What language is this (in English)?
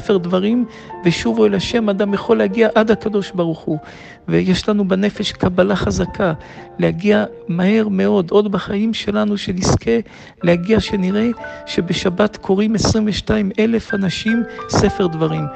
Hebrew